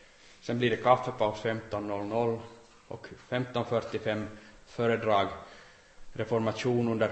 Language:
Swedish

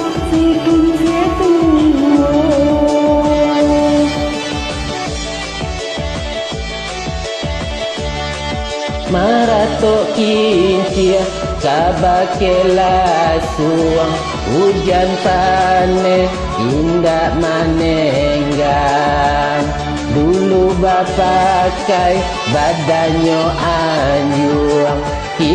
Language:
Minangkabau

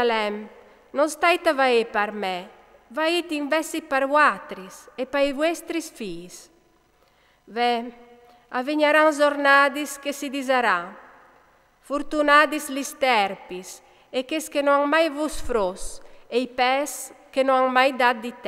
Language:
Friulian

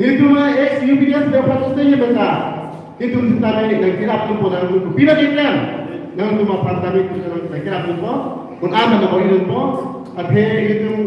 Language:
Karbi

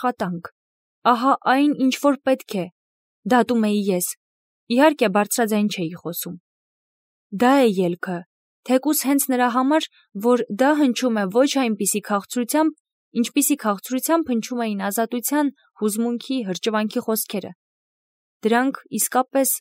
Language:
Armenian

